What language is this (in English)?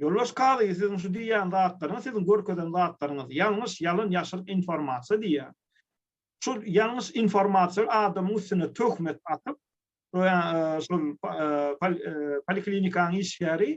Turkmen